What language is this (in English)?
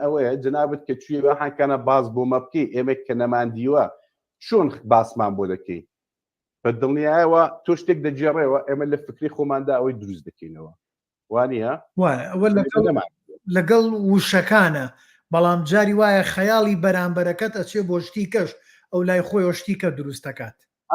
Central Kurdish